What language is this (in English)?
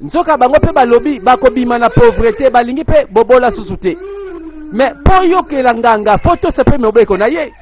Lingala